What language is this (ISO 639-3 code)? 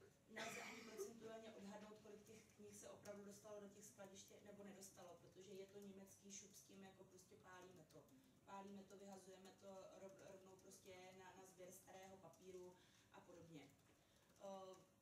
ces